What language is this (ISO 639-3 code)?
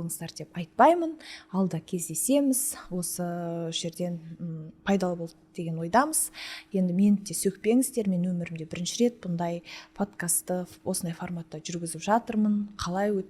kaz